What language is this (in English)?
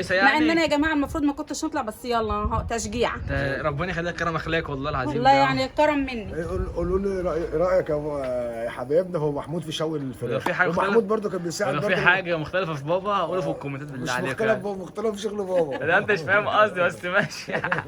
Egyptian Arabic